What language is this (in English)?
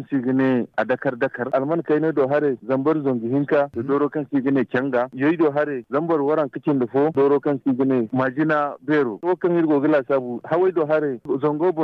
Zarma